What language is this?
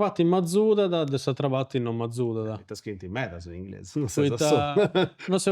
Sardinian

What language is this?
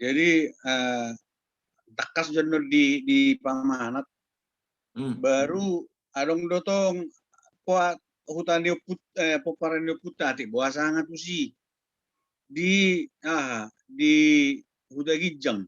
Batak Toba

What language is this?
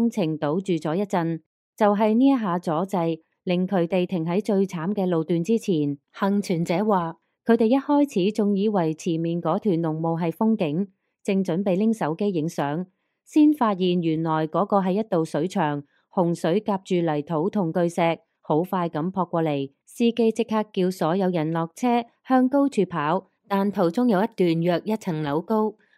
Cantonese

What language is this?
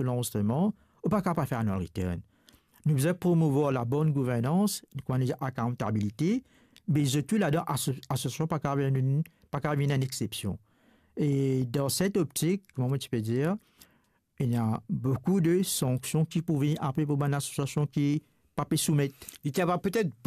Morisyen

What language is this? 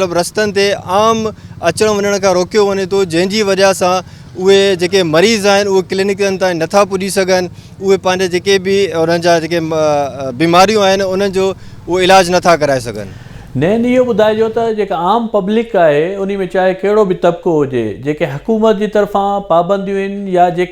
Sindhi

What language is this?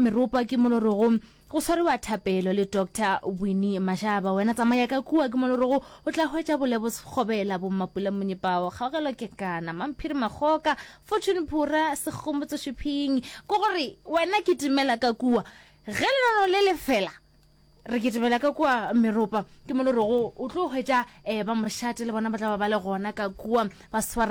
Northern Sotho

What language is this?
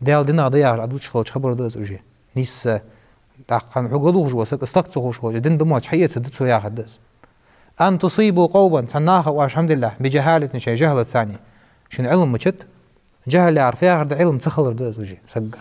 Ingush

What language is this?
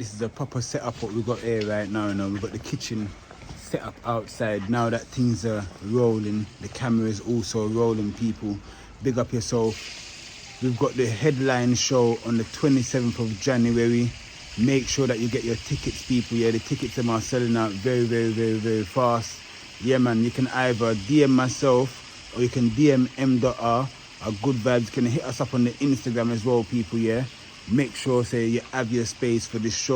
Jamaican Creole English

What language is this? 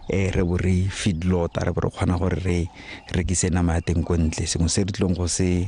Tswana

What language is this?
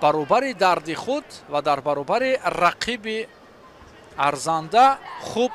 Tajik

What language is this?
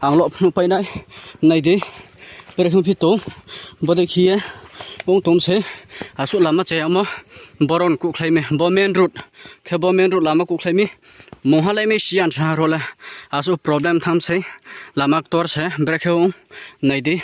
Riang (India)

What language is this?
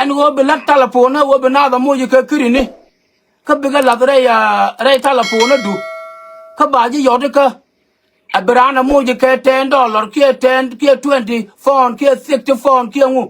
Nuer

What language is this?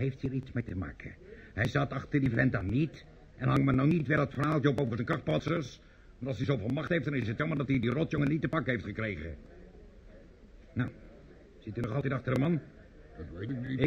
Dutch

